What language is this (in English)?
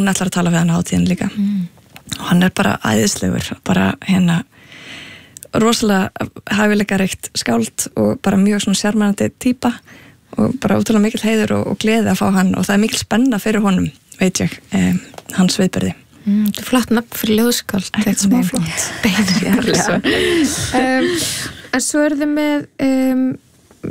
Icelandic